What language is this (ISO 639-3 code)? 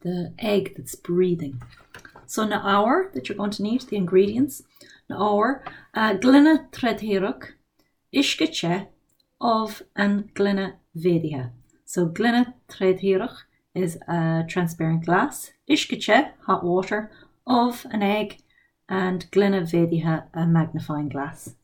gle